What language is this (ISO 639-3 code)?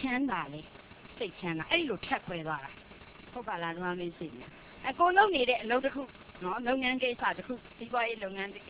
mya